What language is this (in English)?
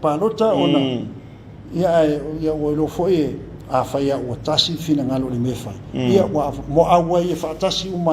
Samoan